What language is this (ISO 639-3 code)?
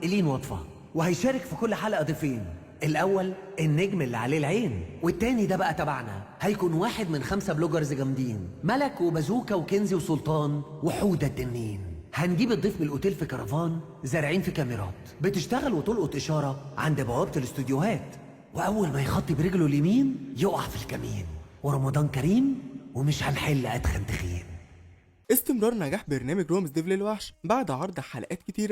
arz